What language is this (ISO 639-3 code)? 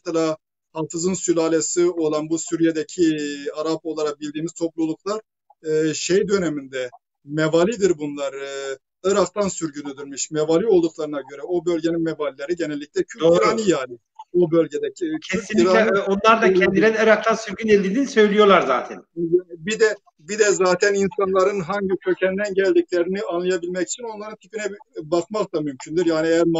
tur